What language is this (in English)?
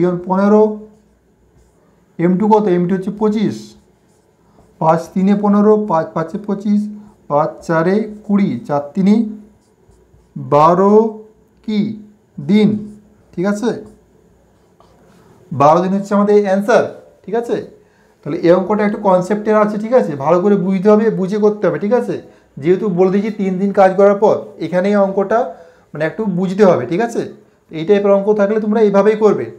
Bangla